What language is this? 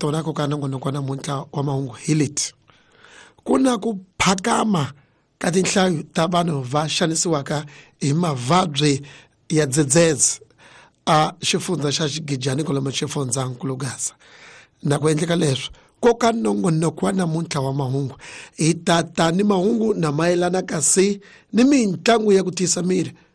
Tsonga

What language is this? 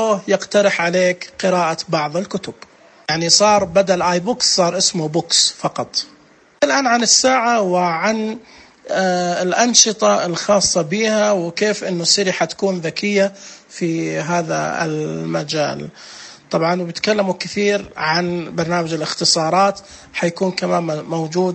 Najdi Arabic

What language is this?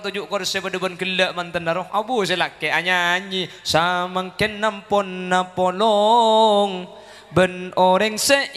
Madurese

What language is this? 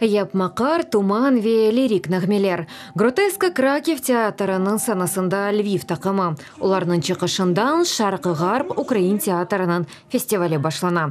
Crimean Tatar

